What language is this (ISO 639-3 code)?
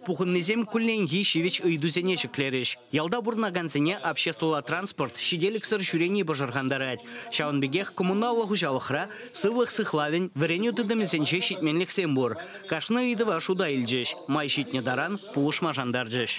chv